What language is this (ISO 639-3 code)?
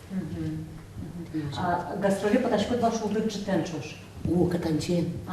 udm